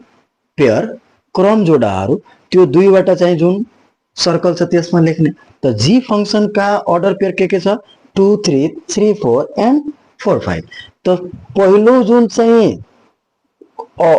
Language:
Nepali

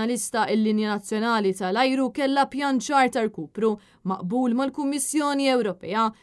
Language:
Maltese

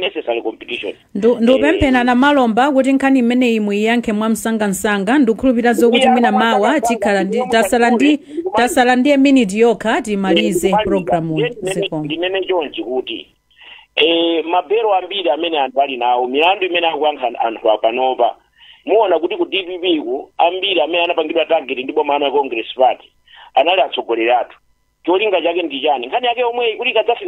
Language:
Nyanja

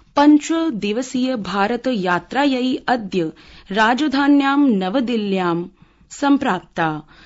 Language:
Sanskrit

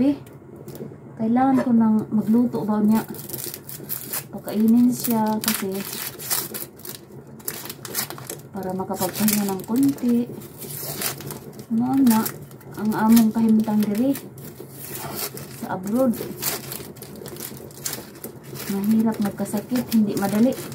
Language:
Filipino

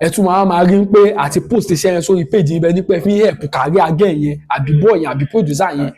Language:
Yoruba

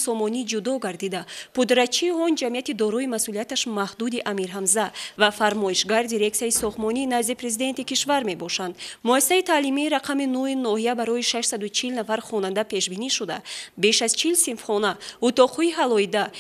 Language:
Tajik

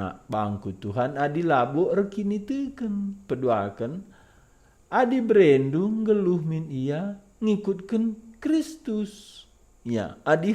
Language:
Batak Karo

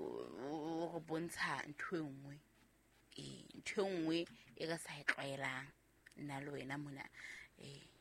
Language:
Southern Sotho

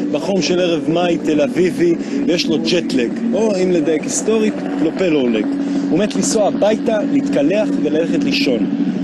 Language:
Hebrew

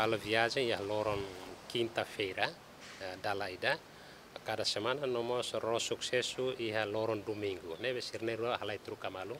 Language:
Tetum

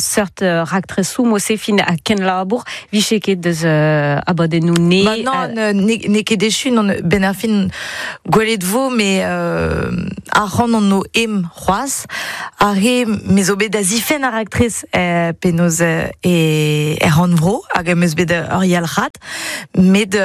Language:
Breton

